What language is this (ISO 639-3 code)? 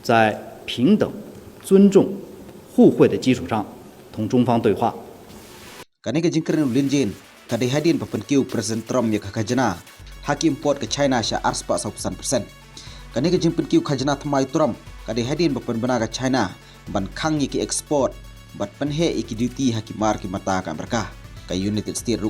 kha